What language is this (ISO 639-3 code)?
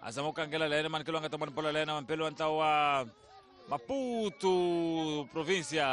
tso